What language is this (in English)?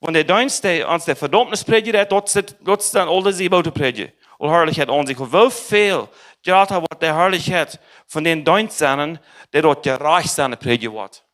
Plautdietsch